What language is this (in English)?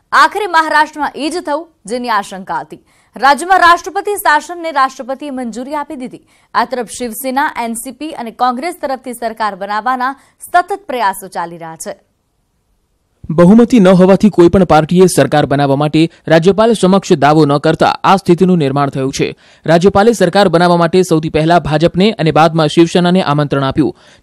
Gujarati